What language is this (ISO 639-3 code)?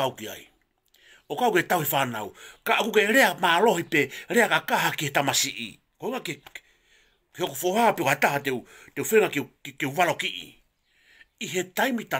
ton